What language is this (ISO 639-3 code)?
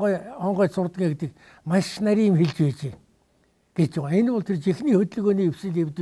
mon